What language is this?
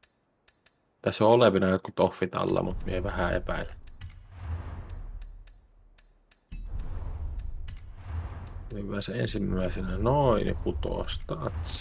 Finnish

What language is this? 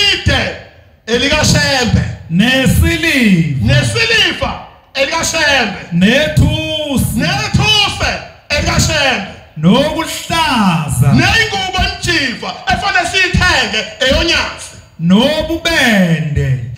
Zulu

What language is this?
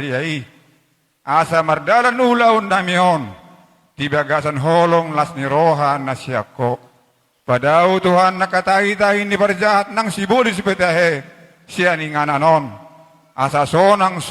Batak Toba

